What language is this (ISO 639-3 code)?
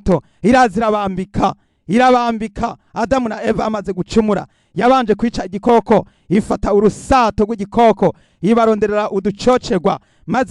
run